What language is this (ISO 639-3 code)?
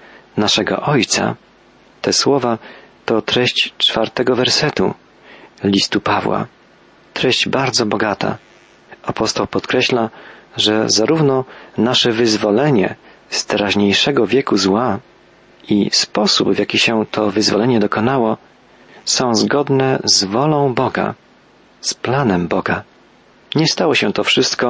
pol